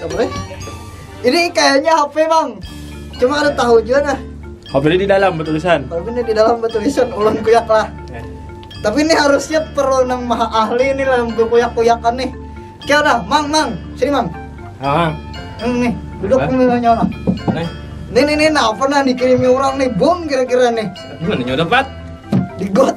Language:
Banjar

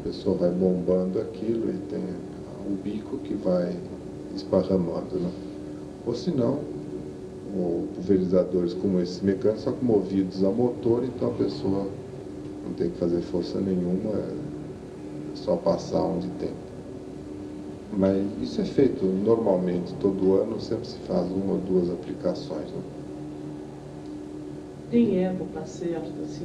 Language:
Portuguese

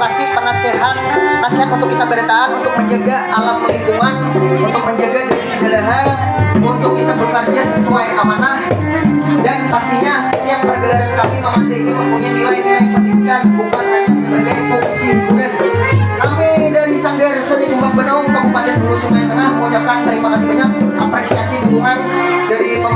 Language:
Banjar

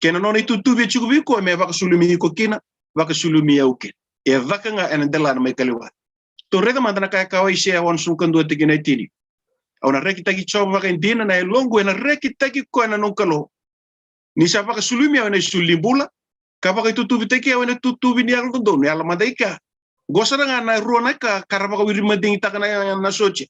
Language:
Fijian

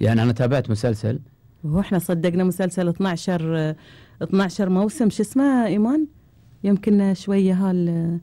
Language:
Gulf Arabic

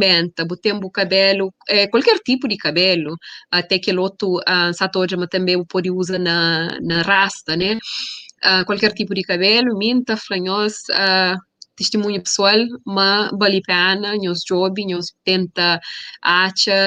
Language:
Kabuverdianu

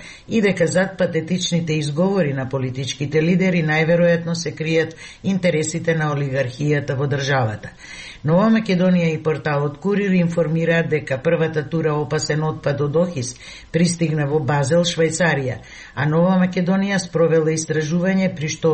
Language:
Macedonian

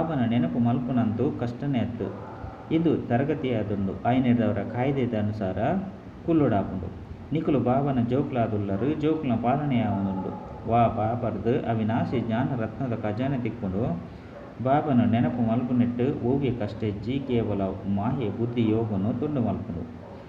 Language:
Tulu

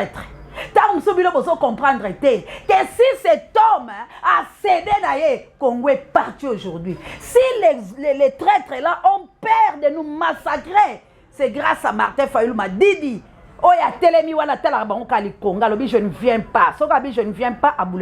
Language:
Lingala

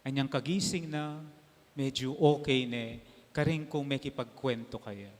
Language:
Pampanga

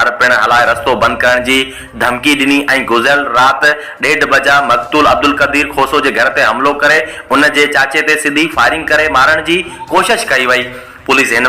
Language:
Sindhi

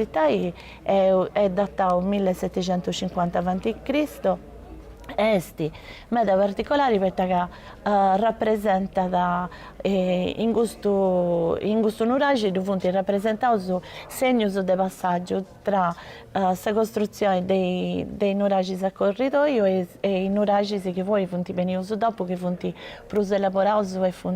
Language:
Sardinian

